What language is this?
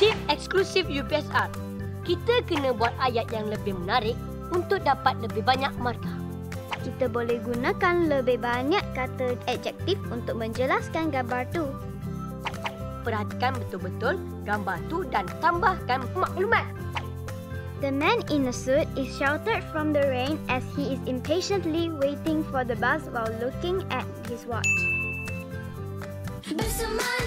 Malay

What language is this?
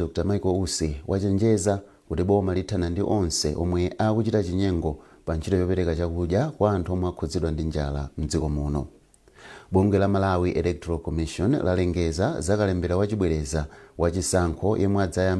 Nyanja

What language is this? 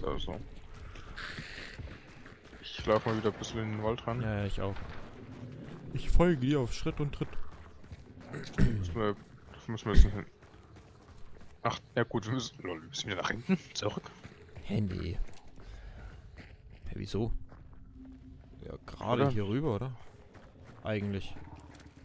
German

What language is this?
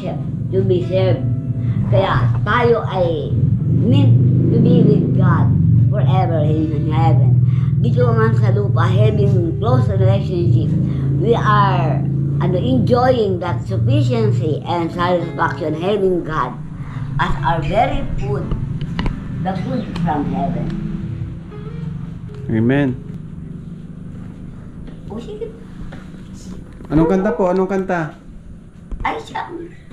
Filipino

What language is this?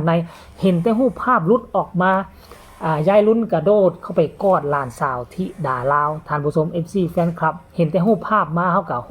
Northeastern Thai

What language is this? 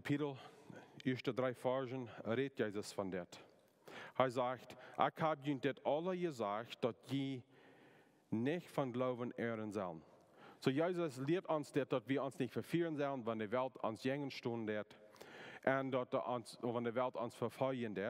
Plautdietsch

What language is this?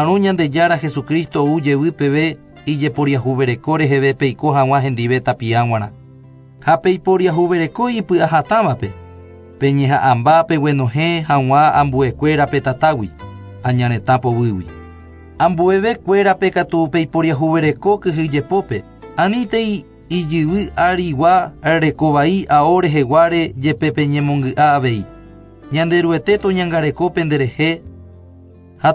Guarani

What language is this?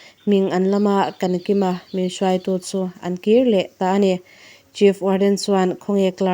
Mizo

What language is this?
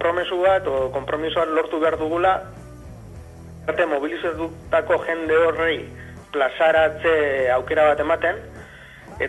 Basque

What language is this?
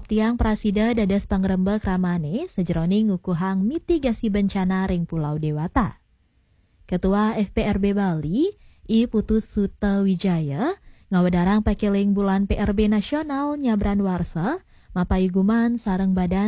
Balinese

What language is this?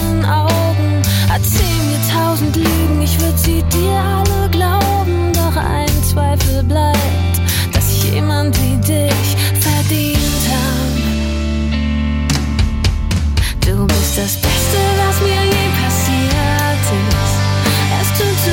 German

